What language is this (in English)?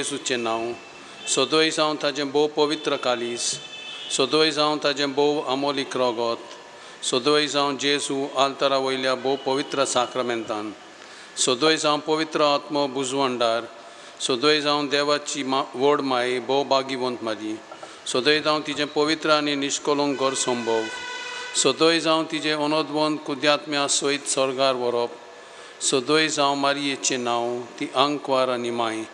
Konkani